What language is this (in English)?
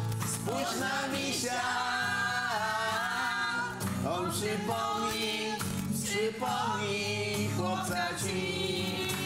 Polish